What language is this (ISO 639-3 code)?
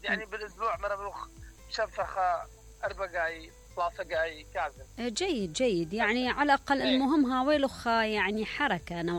acm